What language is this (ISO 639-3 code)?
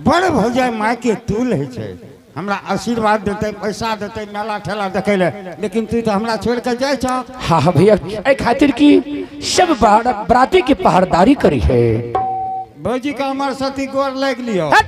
anp